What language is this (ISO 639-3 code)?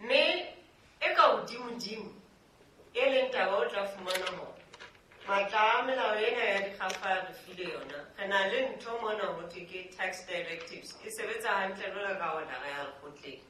sot